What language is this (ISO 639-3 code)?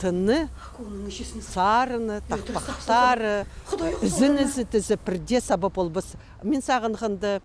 kjh